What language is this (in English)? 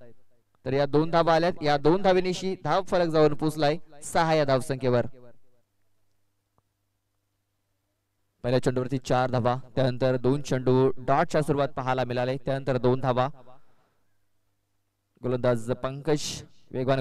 Marathi